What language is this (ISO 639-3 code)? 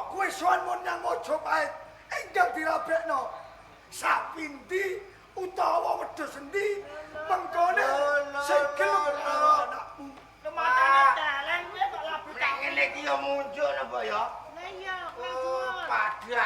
jav